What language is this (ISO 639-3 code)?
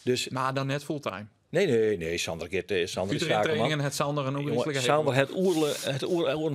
fry